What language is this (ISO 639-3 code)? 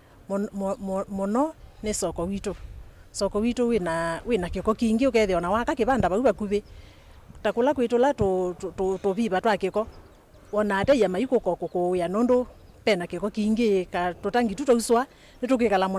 kam